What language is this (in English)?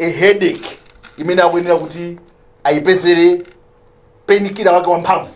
Nyanja